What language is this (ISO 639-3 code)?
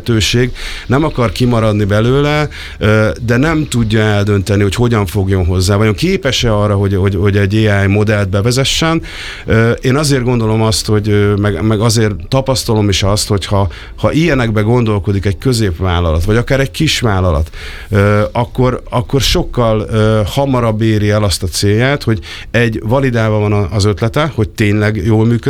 hun